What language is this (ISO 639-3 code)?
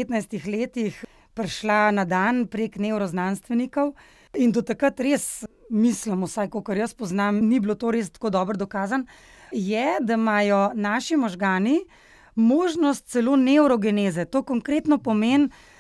slv